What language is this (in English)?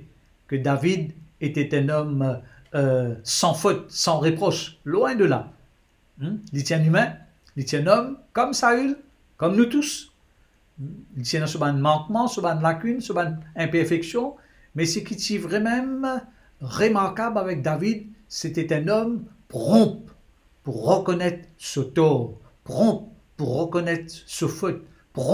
Morisyen